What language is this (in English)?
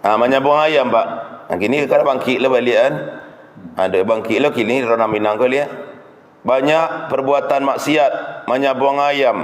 Minangkabau